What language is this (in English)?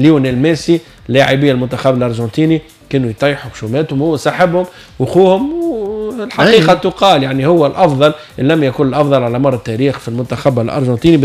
Tunisian Arabic